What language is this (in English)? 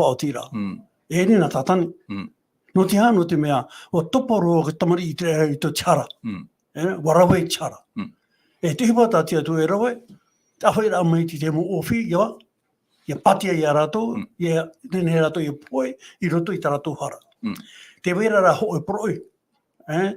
Tahitian